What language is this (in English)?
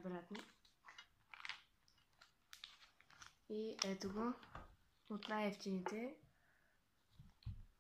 Bulgarian